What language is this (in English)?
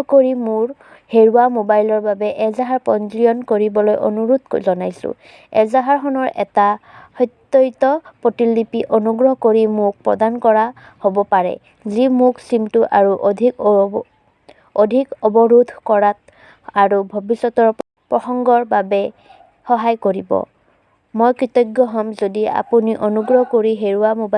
Assamese